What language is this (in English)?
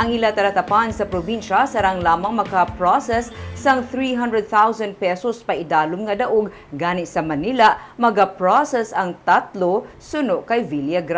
Hiligaynon